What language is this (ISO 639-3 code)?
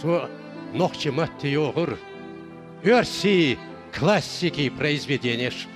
che